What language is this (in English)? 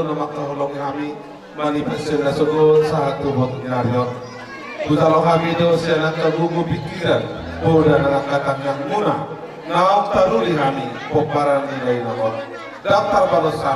Batak Toba